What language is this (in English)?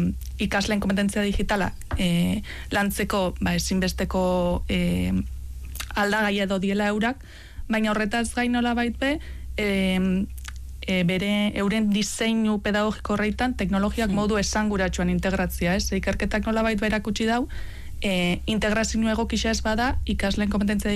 Basque